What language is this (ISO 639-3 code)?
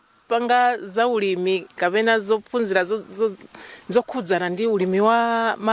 nya